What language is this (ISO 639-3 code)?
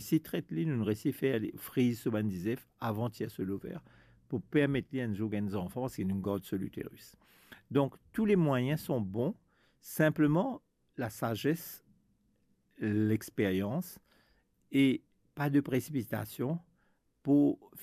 mfe